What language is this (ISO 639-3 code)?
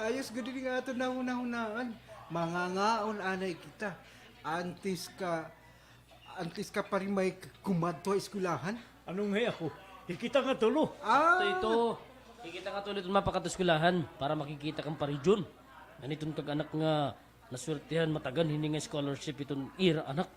war